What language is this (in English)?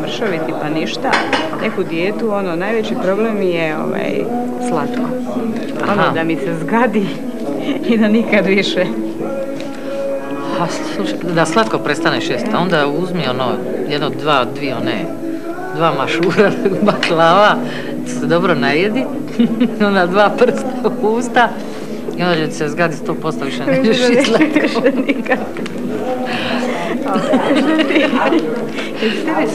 Croatian